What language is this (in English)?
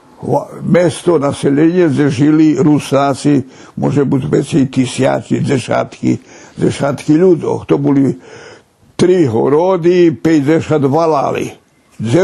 Rusyn